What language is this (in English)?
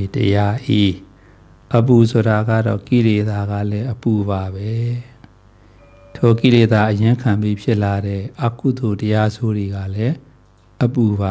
Burmese